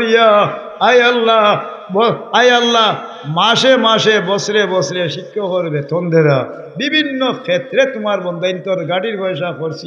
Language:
Sylheti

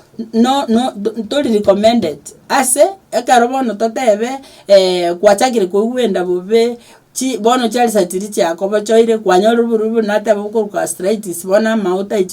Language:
Gusii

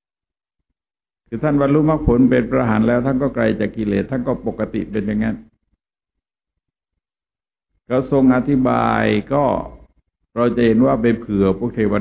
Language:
Thai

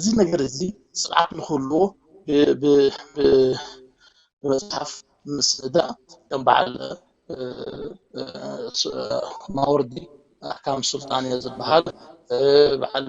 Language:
Tigrinya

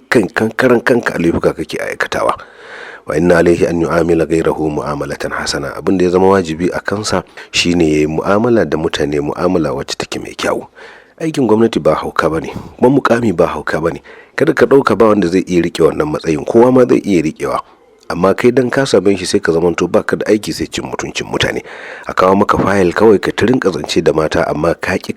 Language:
Hausa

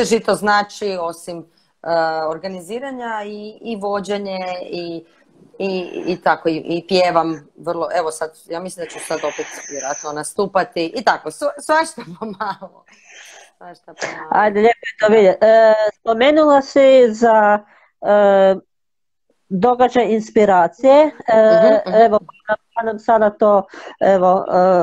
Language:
Croatian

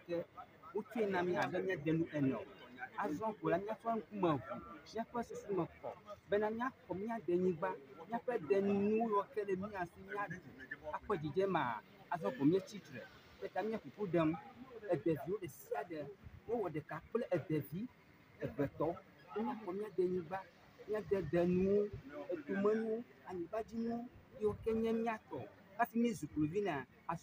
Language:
Ewe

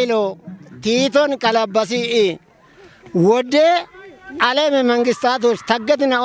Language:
Kafa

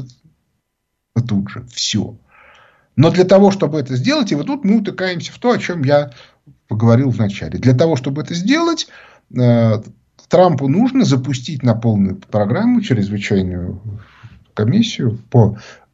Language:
Russian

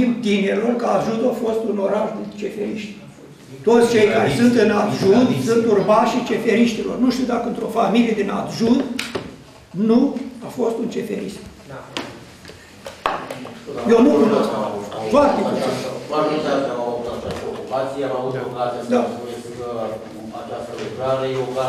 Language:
Romanian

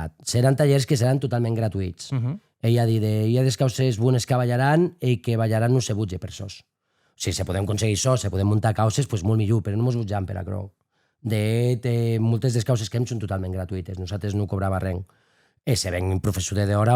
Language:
Occitan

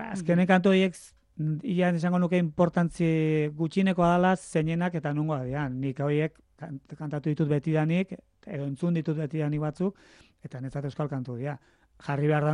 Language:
Basque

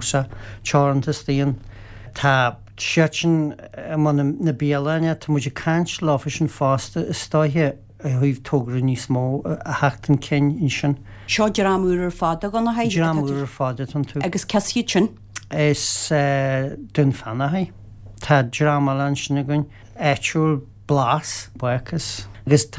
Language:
Irish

